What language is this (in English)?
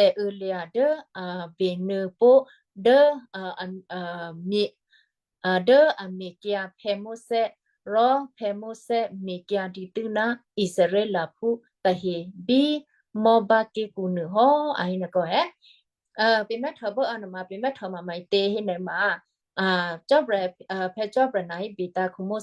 Western Kayah